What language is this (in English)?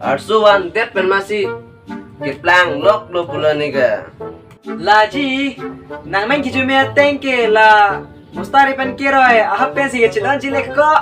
Karbi